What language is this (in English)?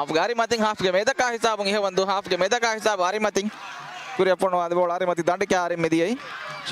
Divehi